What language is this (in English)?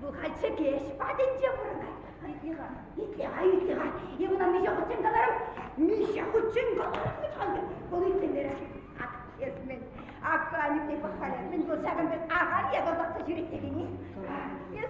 Chuvash